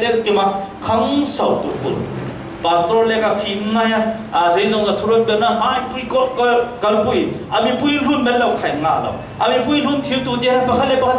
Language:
Falam Chin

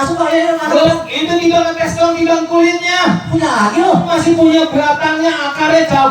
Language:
Betawi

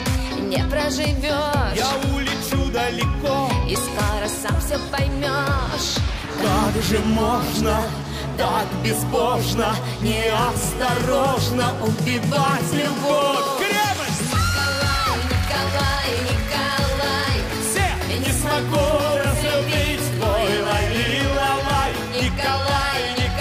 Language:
Russian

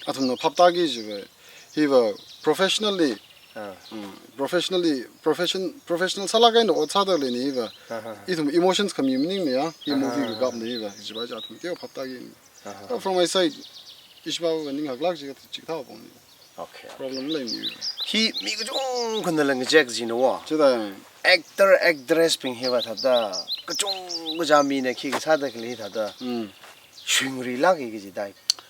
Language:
Tangkhul Naga (India)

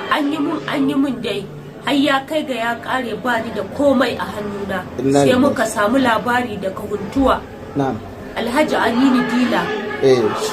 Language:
Hausa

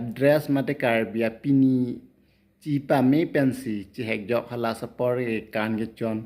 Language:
Karbi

